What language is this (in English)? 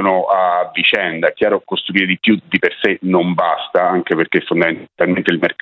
Italian